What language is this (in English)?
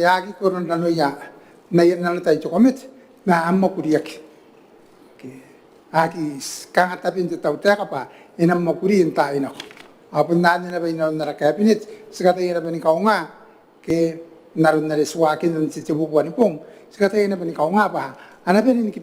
Gilbertese